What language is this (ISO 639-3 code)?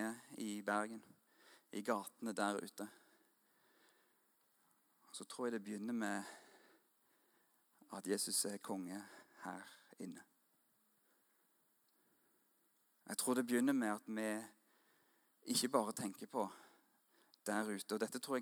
nor